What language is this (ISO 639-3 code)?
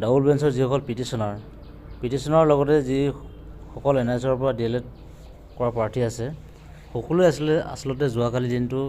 asm